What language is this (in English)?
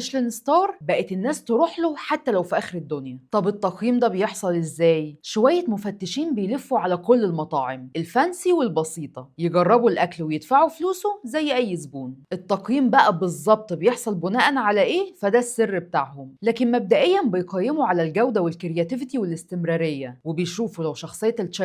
Egyptian Arabic